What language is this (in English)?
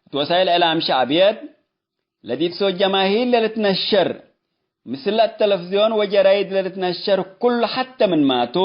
Tigre